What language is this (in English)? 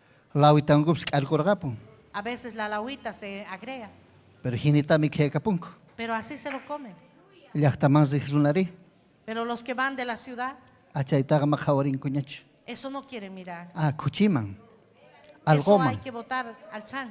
Ayacucho Quechua